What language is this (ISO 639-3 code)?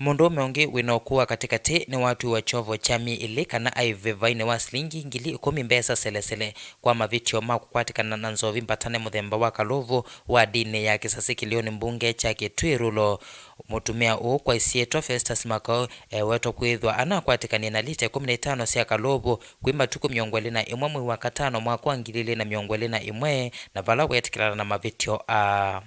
kam